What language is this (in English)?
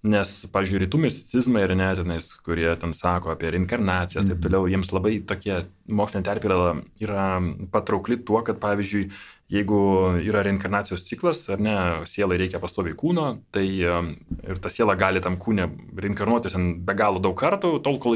Lithuanian